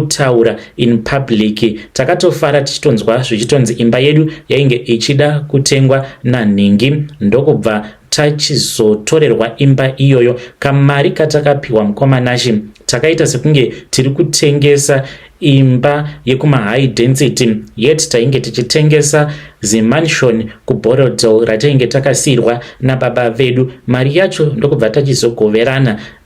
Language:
Shona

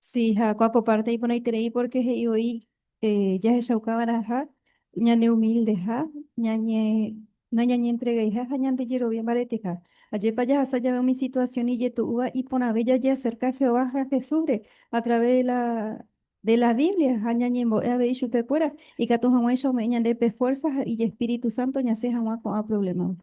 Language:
Guarani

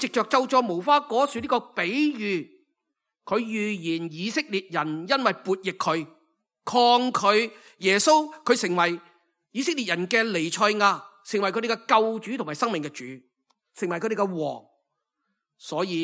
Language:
Cantonese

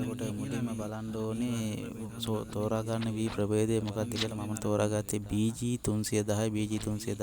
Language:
Sinhala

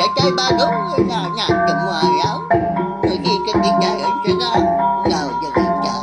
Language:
Iban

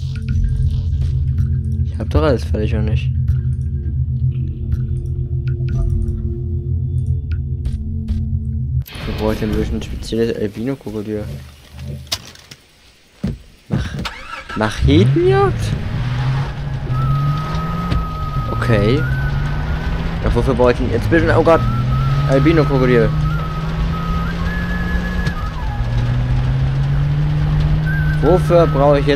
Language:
German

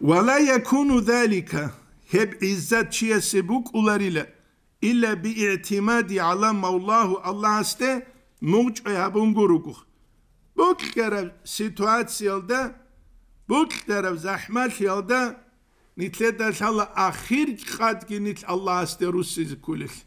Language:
Avaric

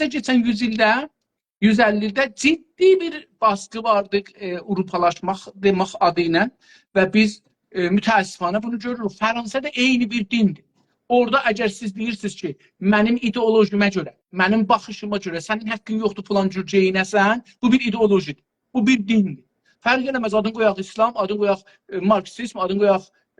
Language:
South Azerbaijani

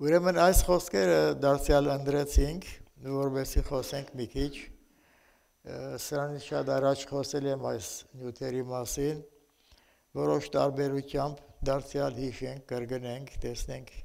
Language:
Armenian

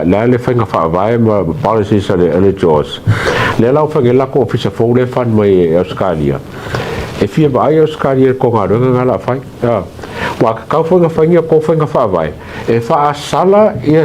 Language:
Samoan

